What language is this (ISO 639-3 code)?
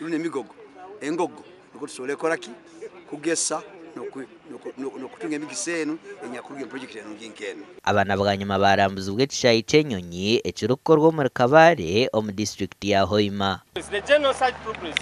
nyn